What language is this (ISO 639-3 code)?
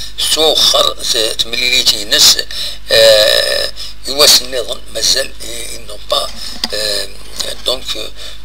kab